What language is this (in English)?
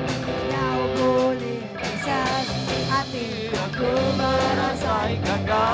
Iban